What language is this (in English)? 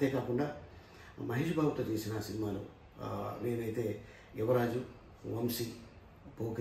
Telugu